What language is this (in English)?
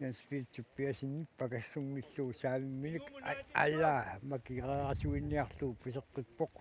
Kalaallisut